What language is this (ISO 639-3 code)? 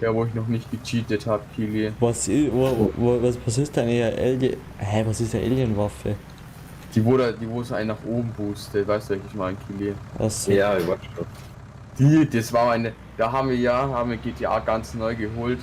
bar